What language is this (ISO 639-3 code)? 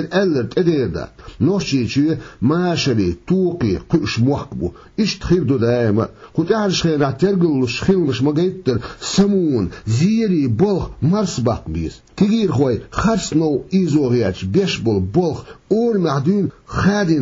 che